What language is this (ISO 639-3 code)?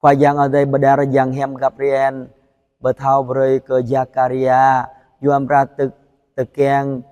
jra